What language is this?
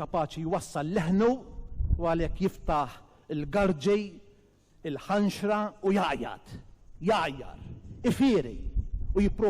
Maltese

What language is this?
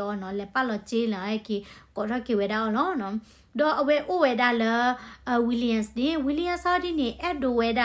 S'gaw Karen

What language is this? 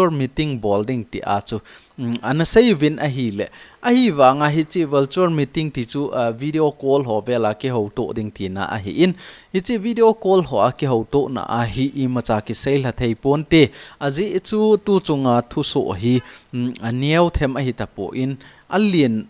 Thado Chin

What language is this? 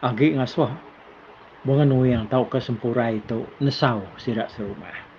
Iban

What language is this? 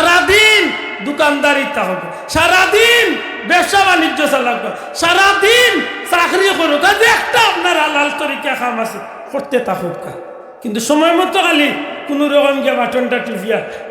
Sylheti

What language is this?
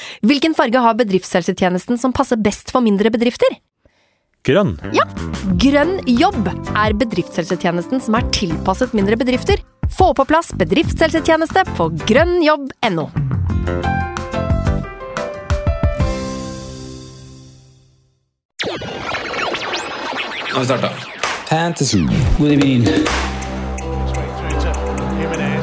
Norwegian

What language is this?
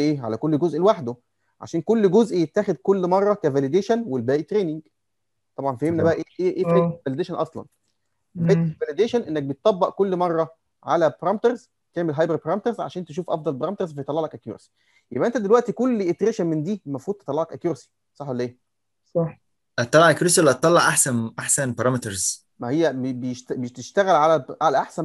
Egyptian Arabic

